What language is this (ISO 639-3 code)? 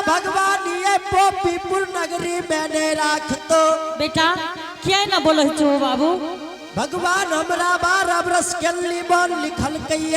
anp